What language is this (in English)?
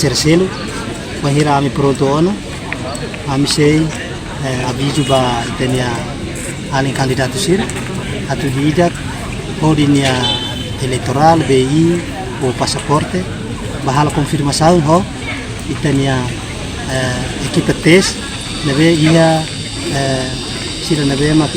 Tetum